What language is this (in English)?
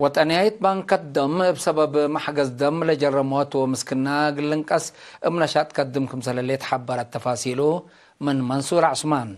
Tigre